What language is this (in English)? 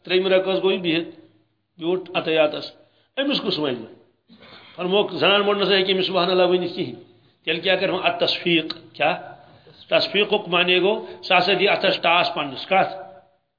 Kashmiri